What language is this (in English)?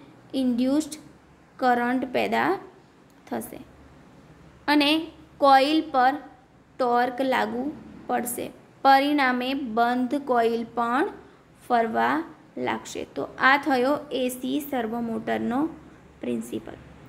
Gujarati